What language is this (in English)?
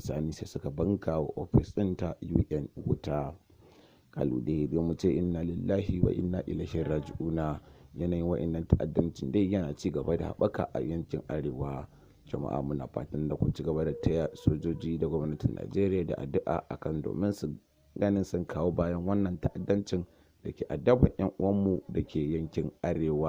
Hausa